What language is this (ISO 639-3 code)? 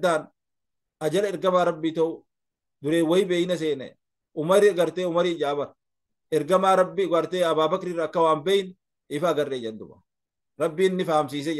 orm